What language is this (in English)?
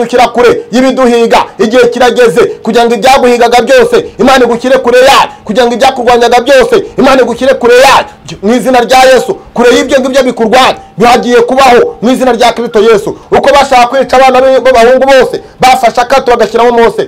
Kinyarwanda